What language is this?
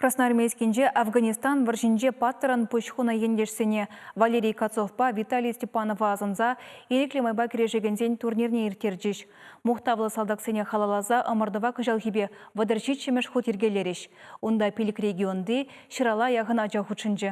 Chuvash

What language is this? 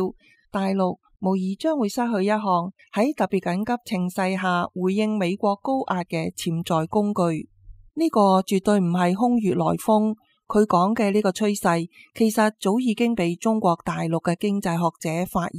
Cantonese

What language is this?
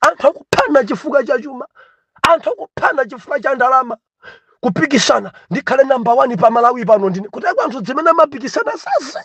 Nyanja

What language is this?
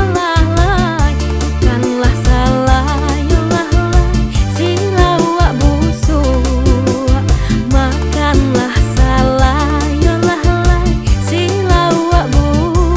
Minangkabau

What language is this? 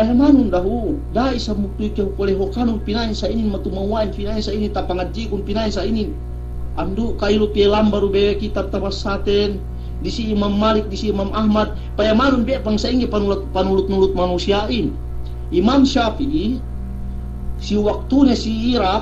Yakan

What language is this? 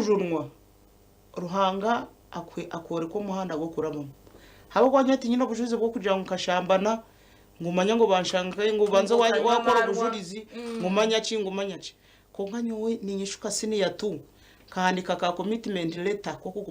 Nyankole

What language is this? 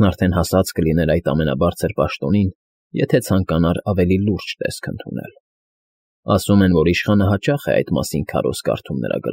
Armenian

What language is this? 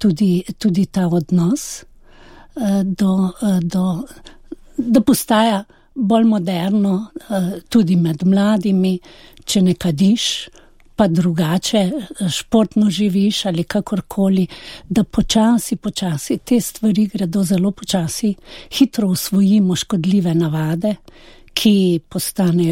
Slovenian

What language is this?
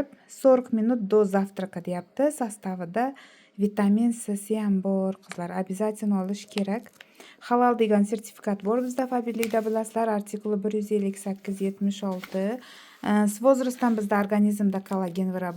Uzbek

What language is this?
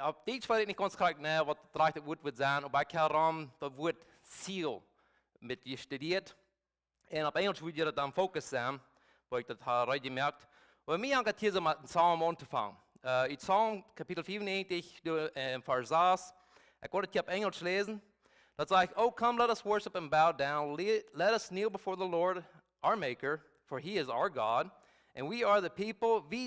Plautdietsch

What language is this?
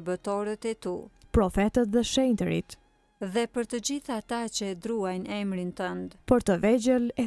Albanian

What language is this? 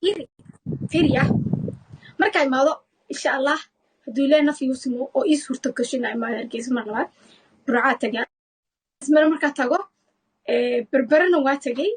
Somali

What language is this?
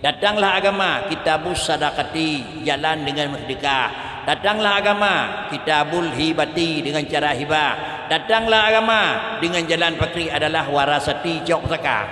Achinese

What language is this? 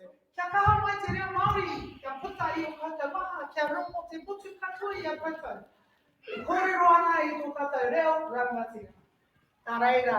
Māori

